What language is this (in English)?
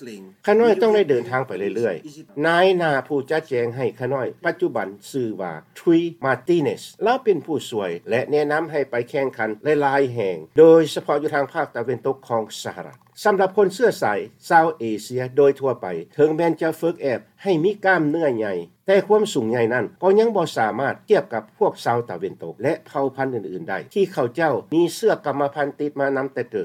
Lao